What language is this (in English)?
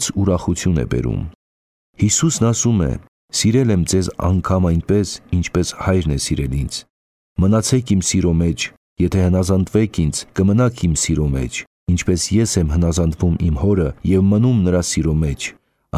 Armenian